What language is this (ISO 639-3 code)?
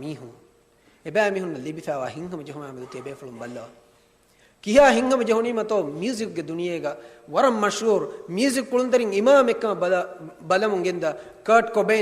div